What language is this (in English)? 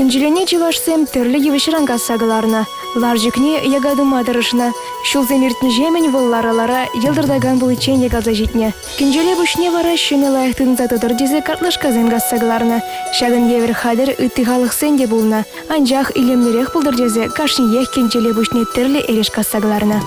Chuvash